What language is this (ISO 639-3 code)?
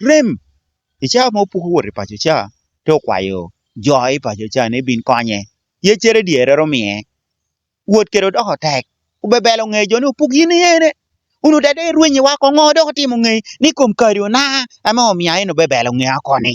laj